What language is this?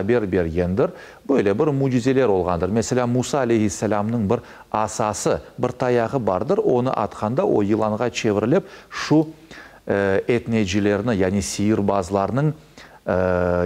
Crimean Tatar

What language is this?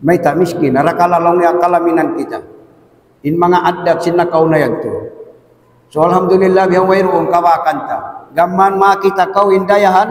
Tausug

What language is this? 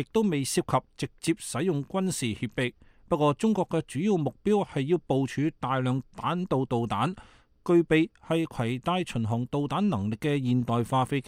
Cantonese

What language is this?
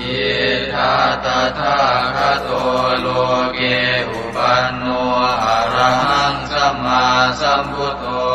Pali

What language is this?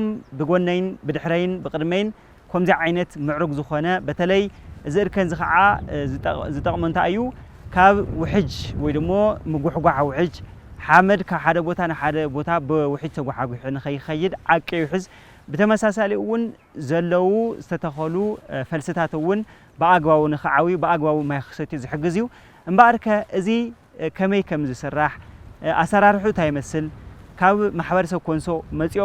Tigrinya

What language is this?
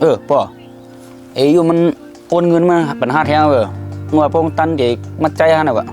Shan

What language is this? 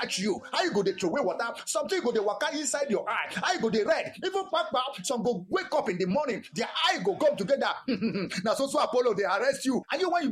Nigerian Pidgin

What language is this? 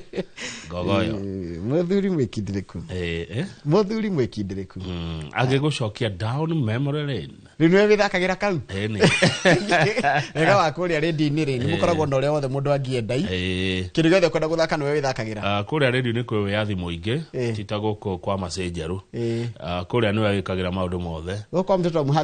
Kikuyu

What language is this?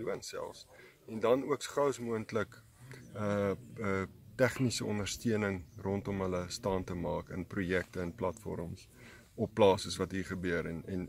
Afrikaans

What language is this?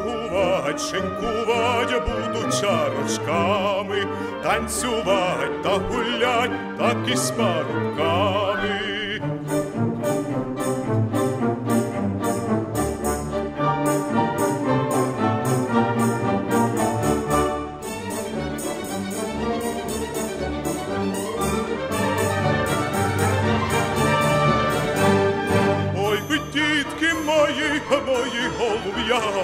Ukrainian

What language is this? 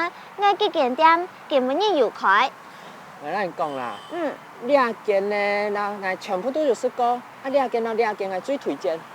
Hakka Chinese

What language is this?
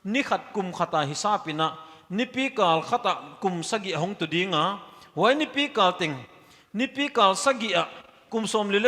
Paite Chin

